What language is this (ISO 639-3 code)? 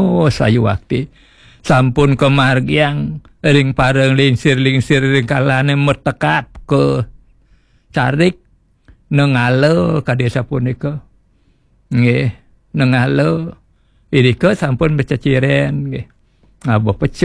ban